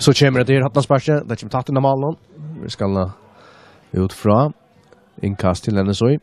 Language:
Faroese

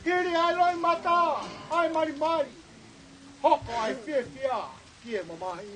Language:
Tongan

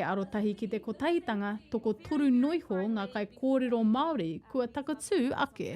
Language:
Māori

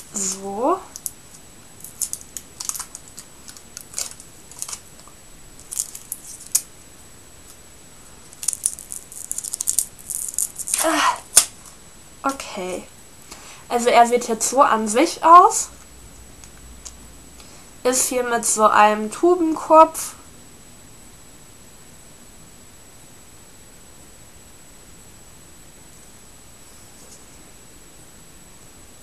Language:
German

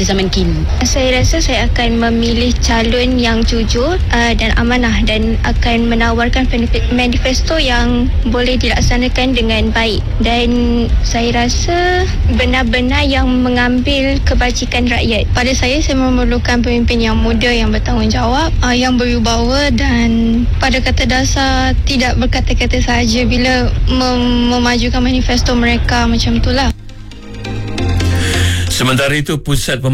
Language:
Malay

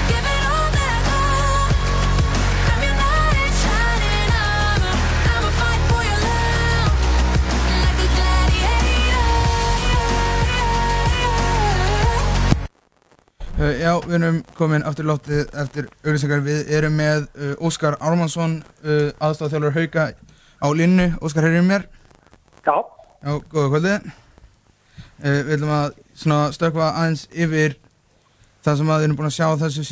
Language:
Icelandic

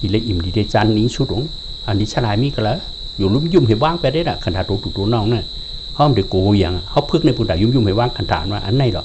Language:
Shan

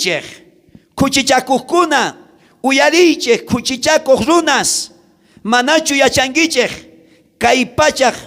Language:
South Bolivian Quechua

